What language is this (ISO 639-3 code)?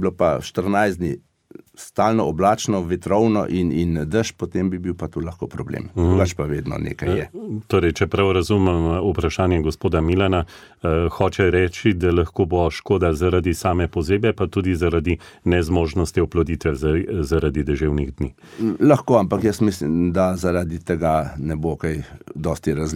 slv